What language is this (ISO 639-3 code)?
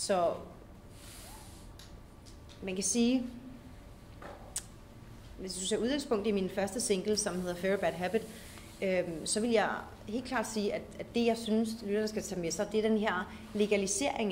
dan